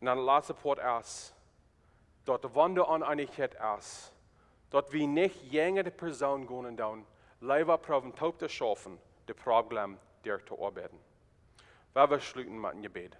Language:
Plautdietsch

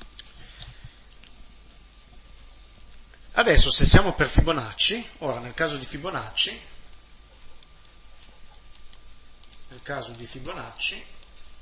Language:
Italian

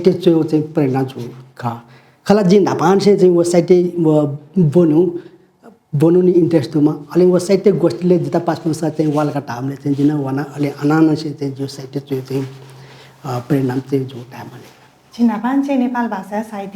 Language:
Newari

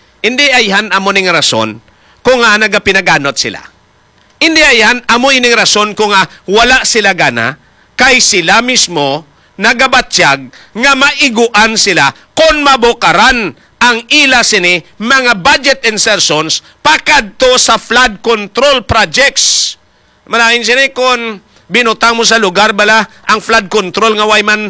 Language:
Hiligaynon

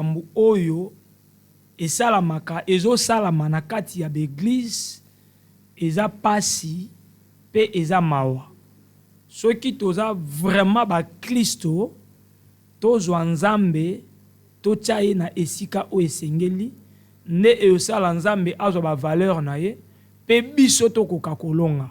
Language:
Lingala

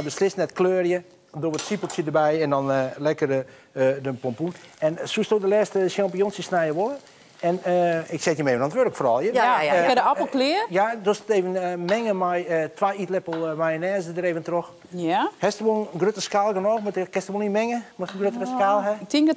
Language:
Western Frisian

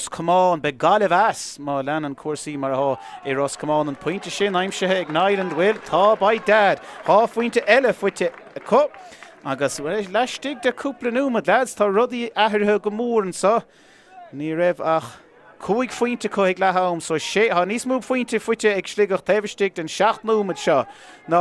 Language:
Irish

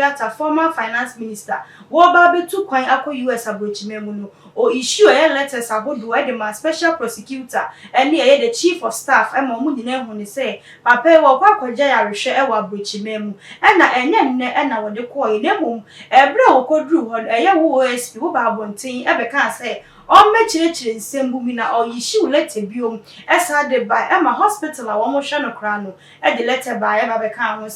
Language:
Akan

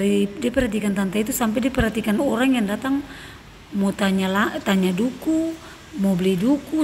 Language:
Ambonese Malay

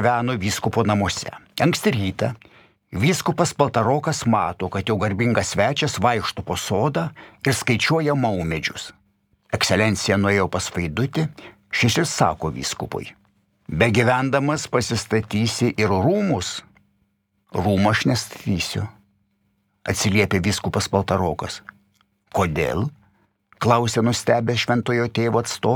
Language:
Lithuanian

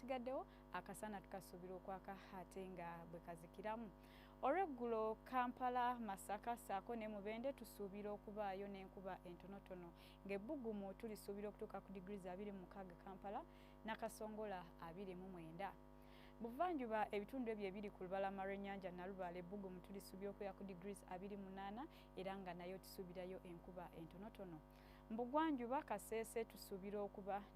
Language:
Ganda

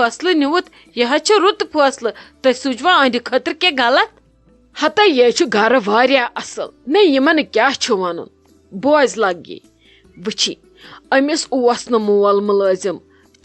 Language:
Kashmiri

